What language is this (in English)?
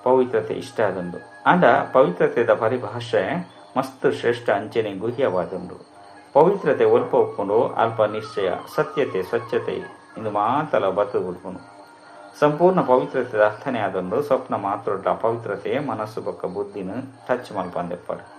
Tulu